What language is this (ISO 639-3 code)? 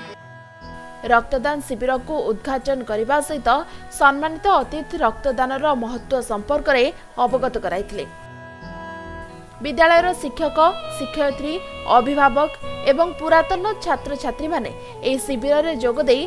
ori